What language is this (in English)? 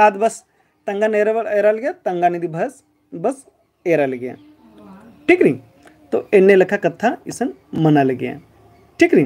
Kurukh